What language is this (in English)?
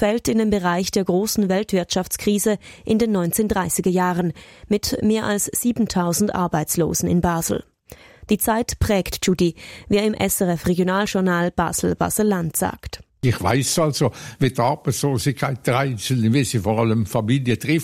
German